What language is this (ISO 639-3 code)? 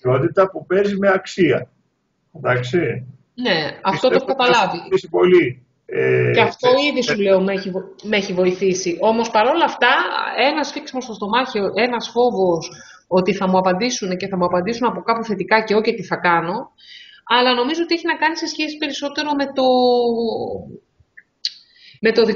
ell